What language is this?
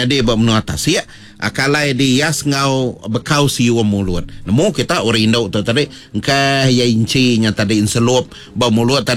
Iban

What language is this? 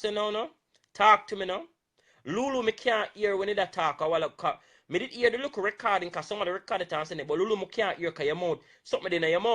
Jamaican Creole English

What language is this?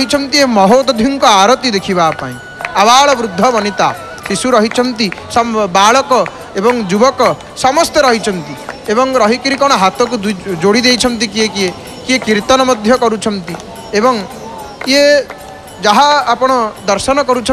Odia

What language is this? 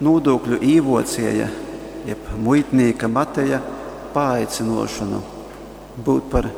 Latgalian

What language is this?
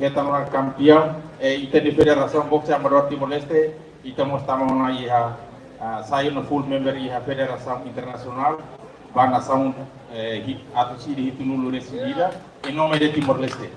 Tetum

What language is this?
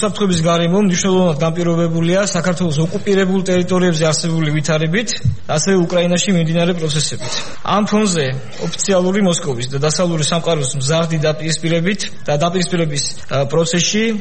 Georgian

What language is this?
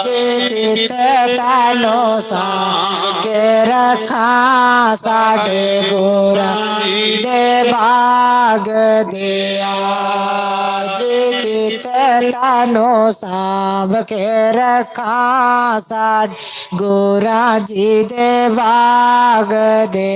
Dogri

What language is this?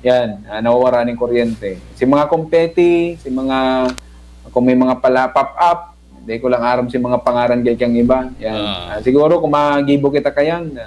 Bikol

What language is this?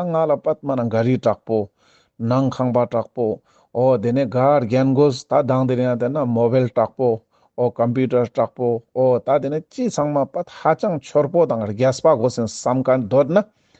Ladakhi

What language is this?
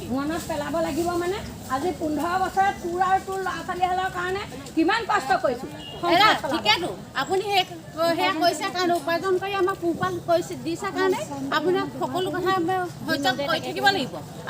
Assamese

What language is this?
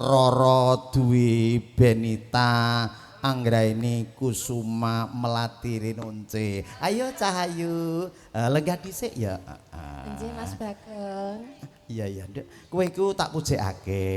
Javanese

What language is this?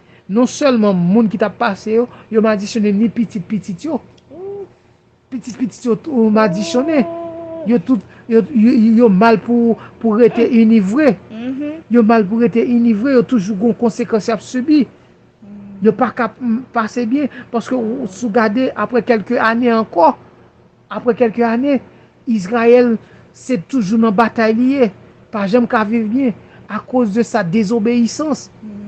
Haitian Creole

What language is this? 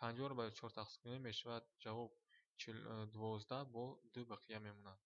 Tajik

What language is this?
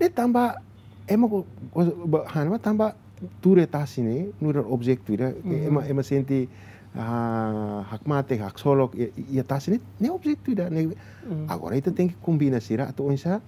Tetum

